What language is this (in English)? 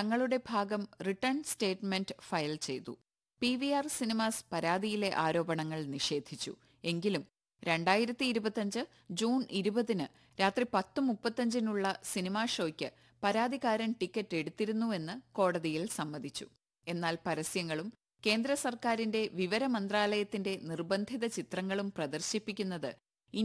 Malayalam